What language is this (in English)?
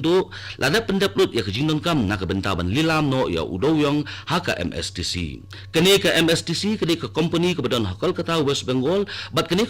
Khasi